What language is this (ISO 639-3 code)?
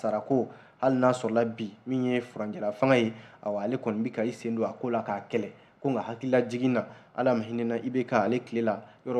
bam